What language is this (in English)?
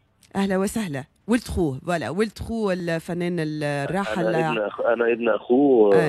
Tunisian Arabic